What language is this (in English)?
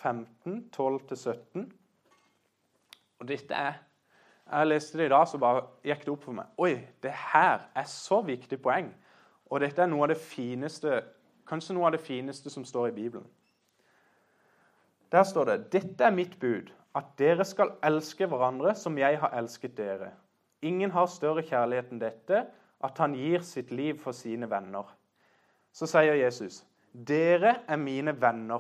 Norwegian